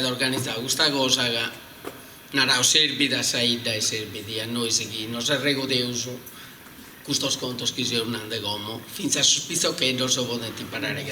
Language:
Sardinian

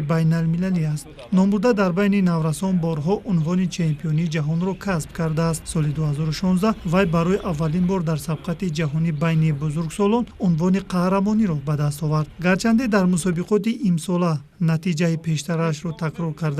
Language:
Tajik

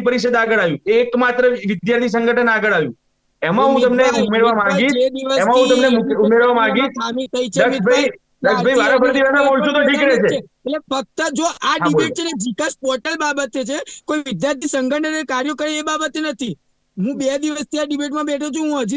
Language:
Gujarati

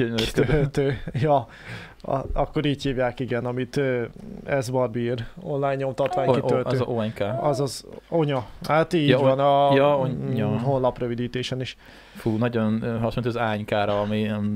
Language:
Hungarian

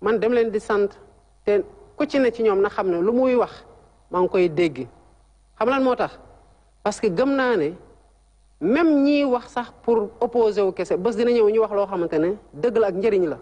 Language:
Wolof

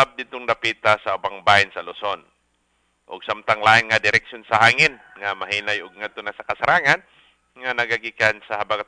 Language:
Cebuano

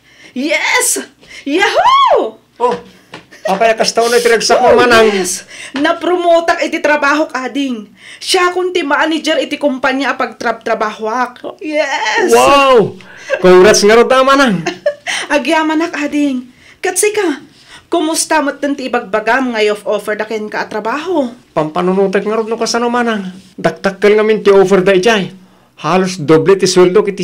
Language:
Iloko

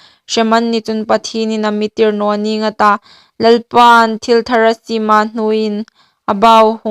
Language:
Hmar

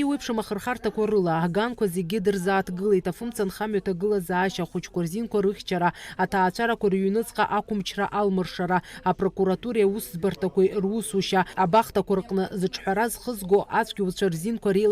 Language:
Abkhazian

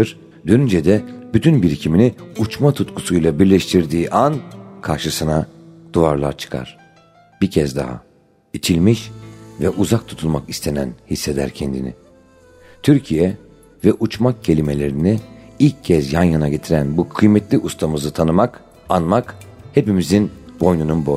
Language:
Turkish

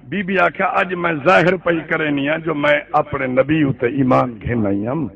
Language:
Saraiki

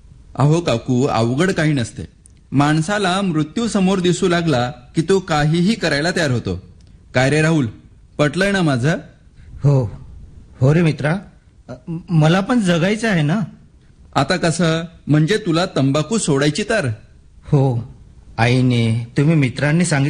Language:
Marathi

